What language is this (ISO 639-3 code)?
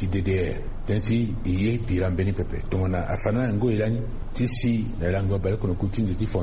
sag